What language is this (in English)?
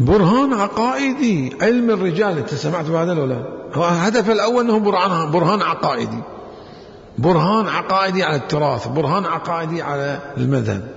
Mesopotamian Arabic